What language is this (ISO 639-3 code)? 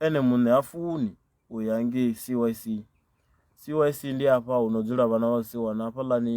ven